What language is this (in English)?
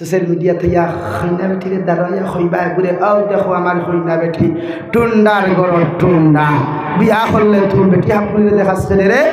Sylheti